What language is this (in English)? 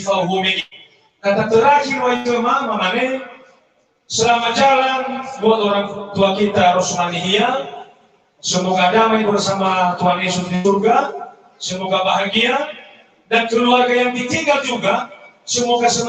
Nias